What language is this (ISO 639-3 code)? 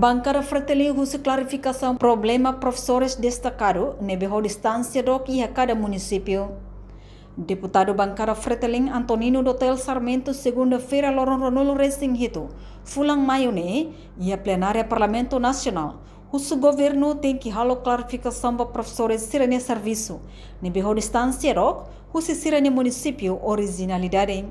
tet